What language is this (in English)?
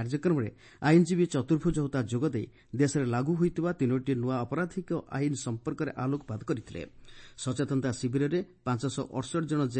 Odia